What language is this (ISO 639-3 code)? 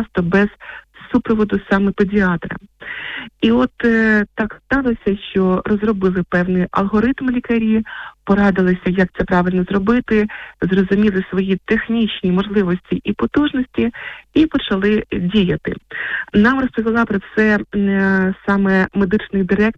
ukr